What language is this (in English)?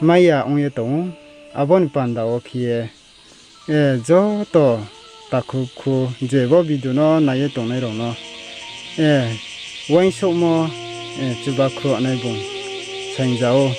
Riang (India)